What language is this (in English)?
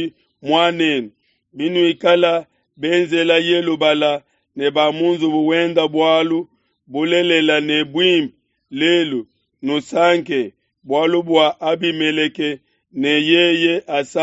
Luba-Lulua